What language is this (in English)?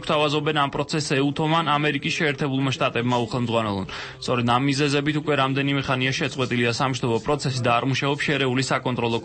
Georgian